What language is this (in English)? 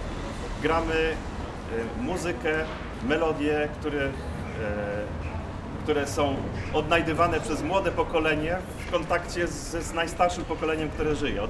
Polish